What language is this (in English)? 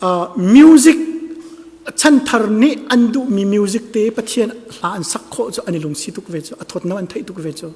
Hakha Chin